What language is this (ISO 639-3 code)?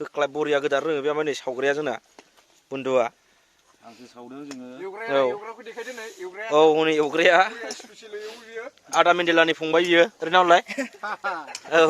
brx